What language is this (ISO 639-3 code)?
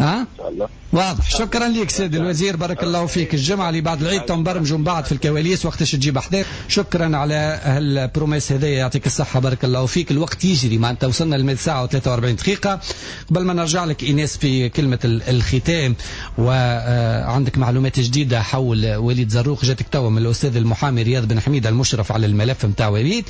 aeb